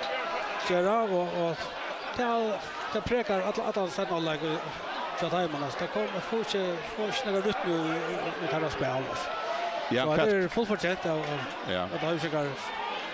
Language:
Faroese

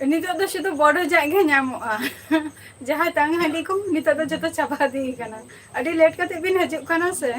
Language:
Santali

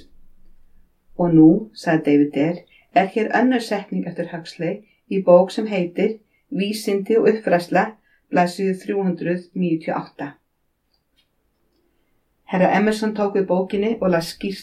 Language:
Icelandic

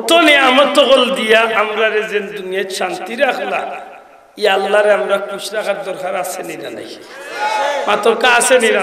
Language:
Sylheti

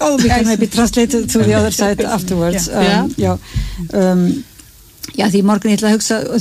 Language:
Icelandic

